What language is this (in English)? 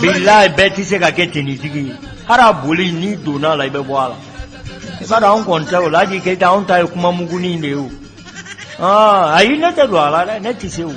Bambara